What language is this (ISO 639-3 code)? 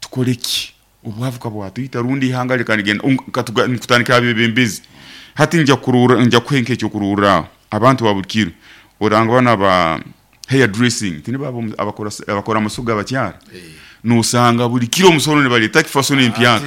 nyn